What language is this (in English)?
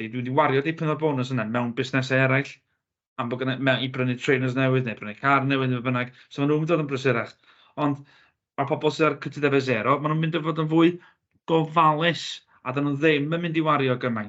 Welsh